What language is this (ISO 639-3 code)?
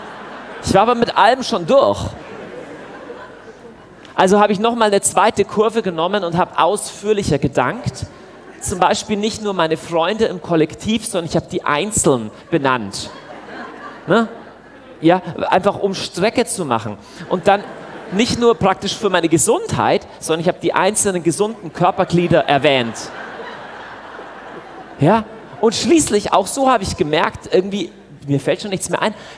deu